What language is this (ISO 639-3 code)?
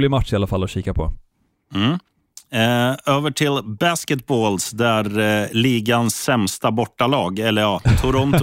swe